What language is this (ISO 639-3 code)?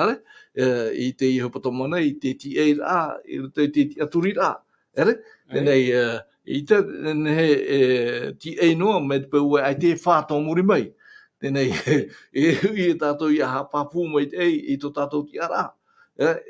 tah